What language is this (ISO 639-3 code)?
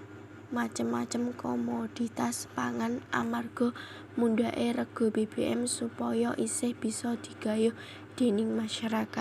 jav